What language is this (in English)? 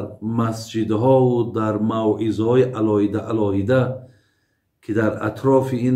Tajik